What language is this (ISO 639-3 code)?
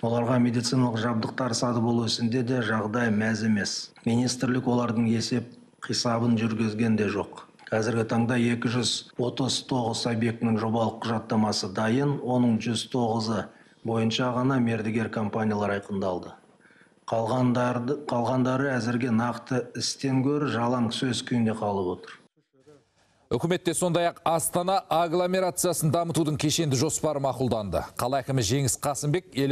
kaz